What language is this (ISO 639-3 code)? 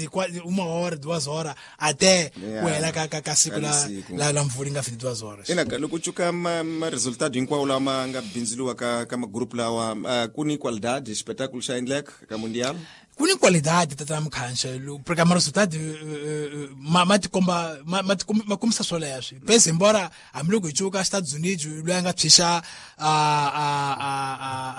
tso